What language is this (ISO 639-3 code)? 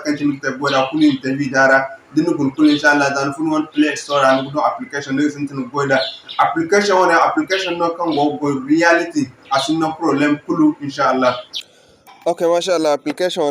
dje